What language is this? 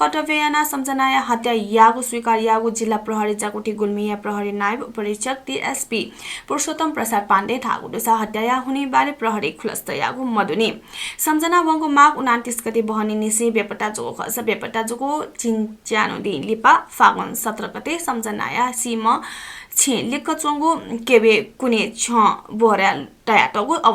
Newari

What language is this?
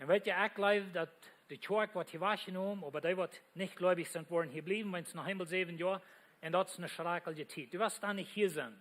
Plautdietsch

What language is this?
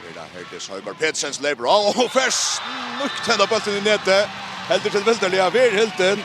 Faroese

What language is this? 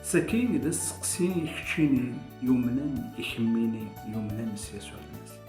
Kabyle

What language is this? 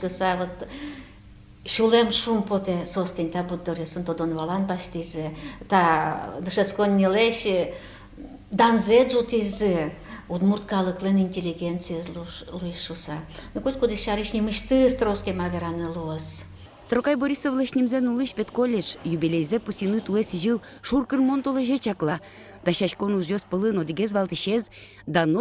Udmurt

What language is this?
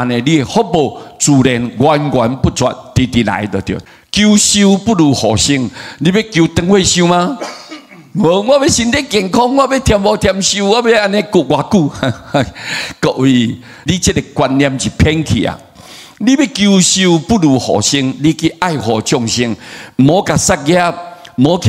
Min Nan Chinese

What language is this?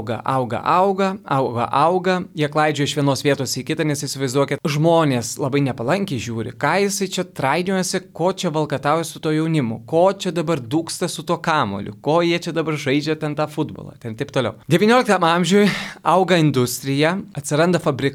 Lithuanian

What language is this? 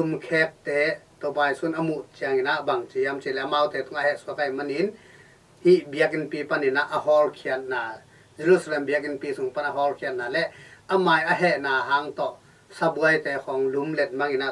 Tedim Chin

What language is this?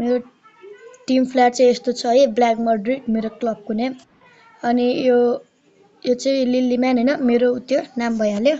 Nepali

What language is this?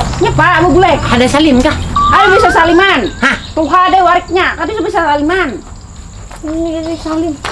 Banjar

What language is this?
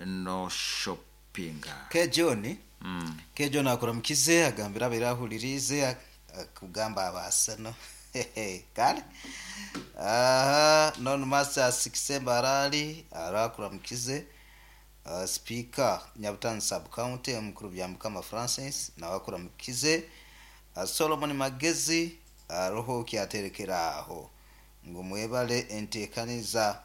Nyoro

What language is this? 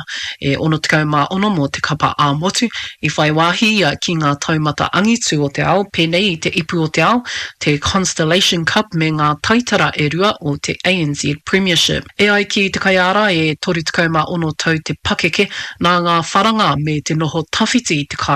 Māori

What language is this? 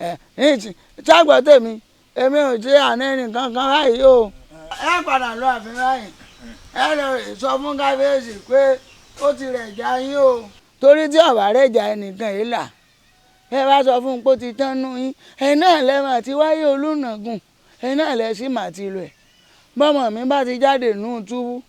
Yoruba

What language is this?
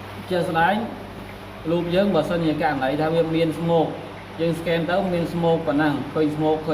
Khmer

